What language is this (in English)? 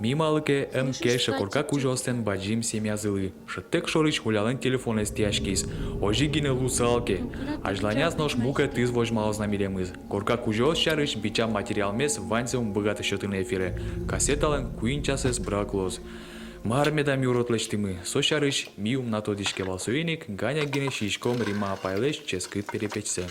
Udmurt